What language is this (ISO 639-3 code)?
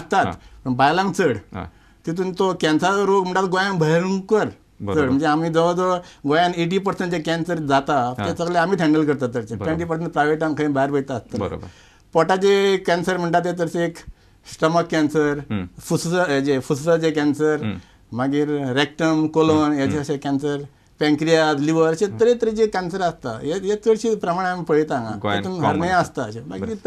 kok